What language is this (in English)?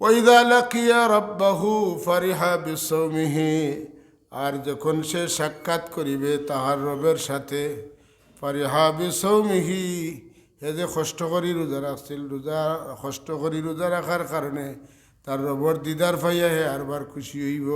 Sylheti